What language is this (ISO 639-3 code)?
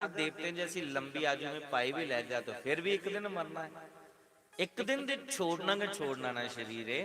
doi